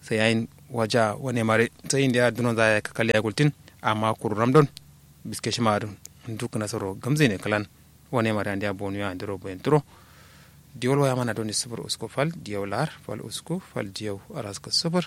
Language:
Kanuri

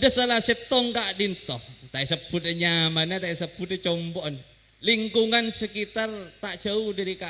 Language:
Madurese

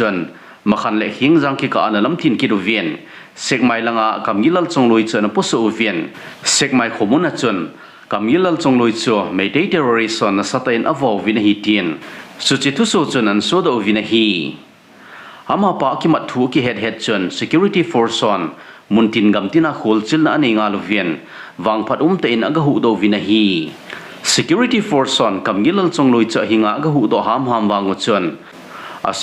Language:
Thado Chin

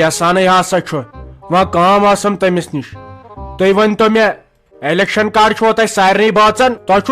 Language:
Kashmiri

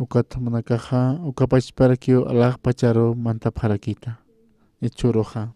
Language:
Aymara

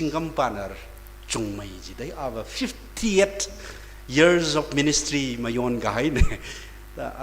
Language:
Tangkhul Naga (India)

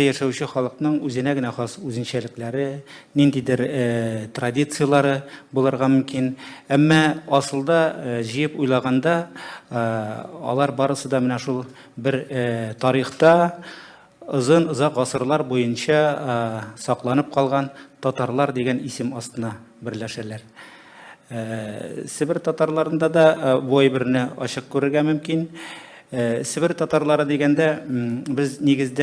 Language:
Tatar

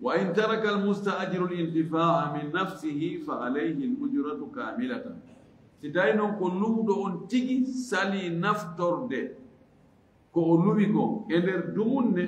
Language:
Fula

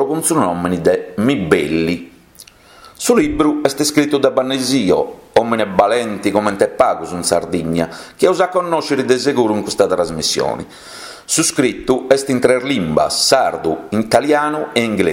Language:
Sardinian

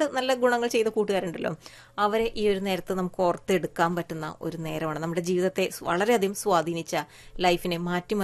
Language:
Malayalam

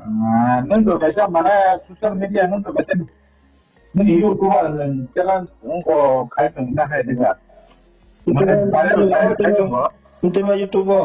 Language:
Riang (India)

